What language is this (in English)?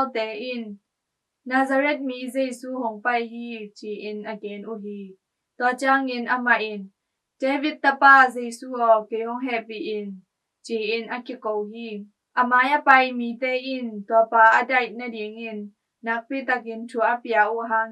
Tedim Chin